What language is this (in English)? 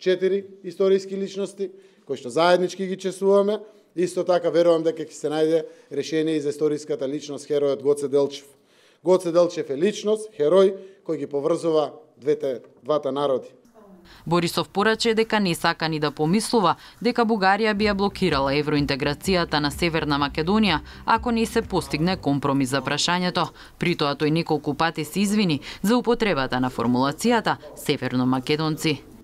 Macedonian